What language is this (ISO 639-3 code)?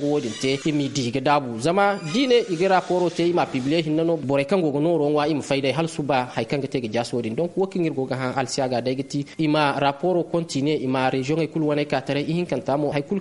dje